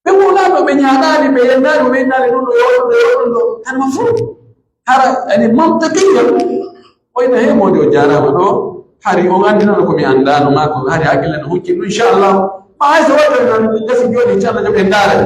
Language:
Pular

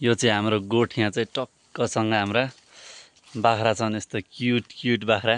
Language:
Nepali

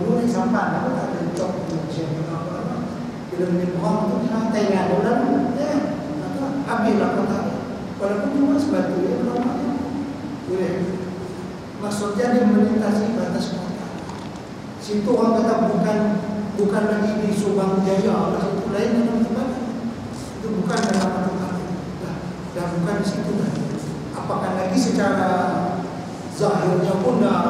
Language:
Malay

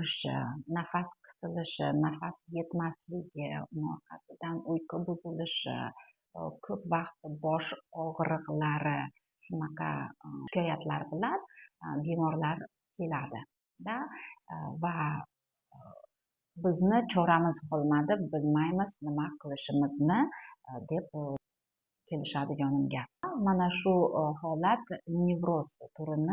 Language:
Uzbek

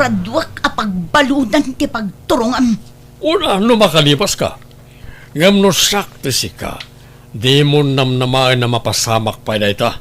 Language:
Iloko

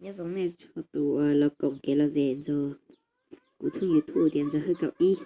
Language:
Hmong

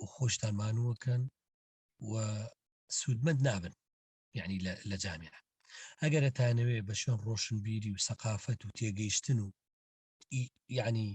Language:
Central Kurdish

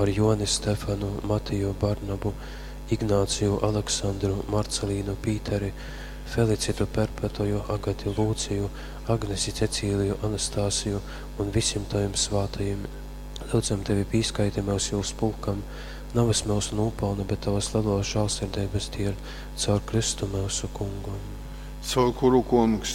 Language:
Latgalian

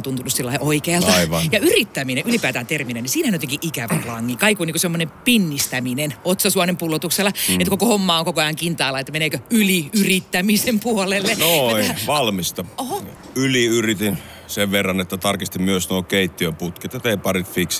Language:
Finnish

